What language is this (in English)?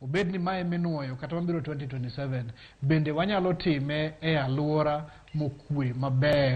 Luo (Kenya and Tanzania)